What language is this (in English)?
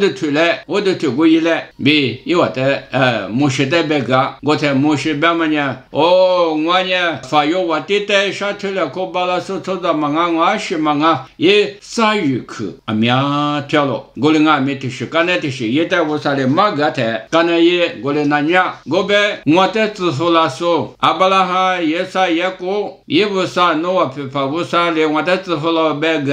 Lisu